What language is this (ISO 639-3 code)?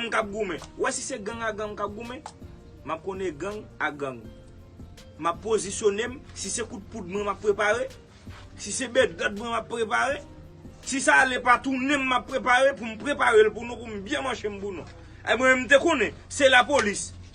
hat